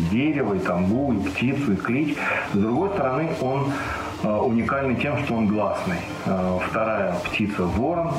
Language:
Bashkir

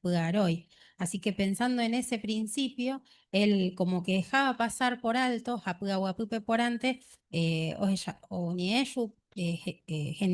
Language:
Guarani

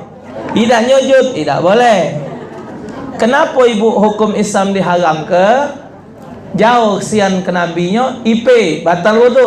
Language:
Musi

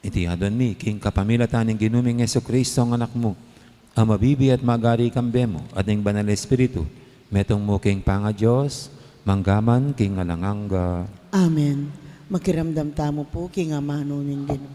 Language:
Pampanga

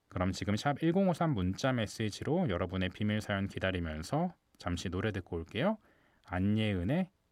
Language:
Korean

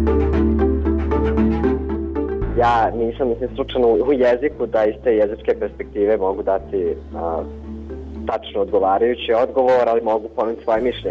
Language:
Bosnian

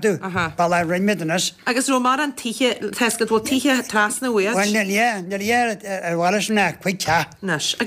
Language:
Irish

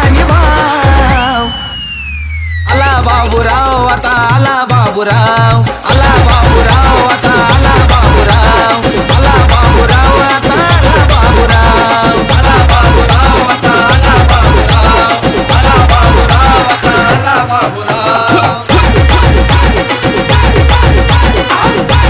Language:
Marathi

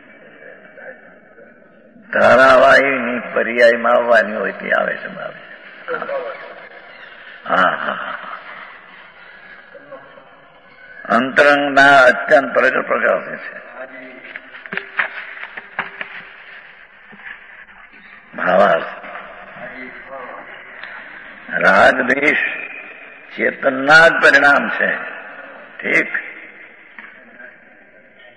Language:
Gujarati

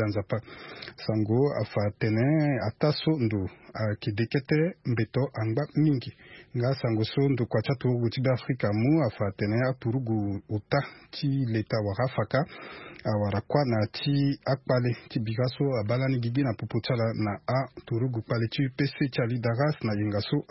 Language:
Sango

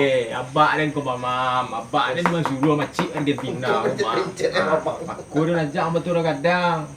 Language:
Minangkabau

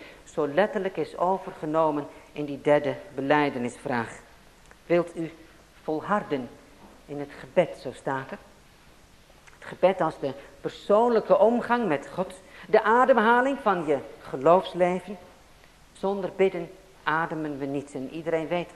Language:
Dutch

